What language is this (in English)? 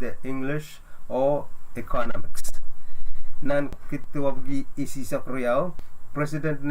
Pohnpeian